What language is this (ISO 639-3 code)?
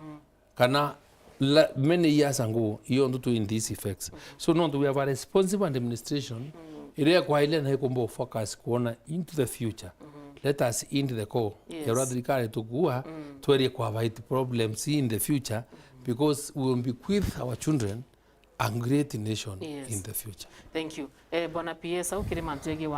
mer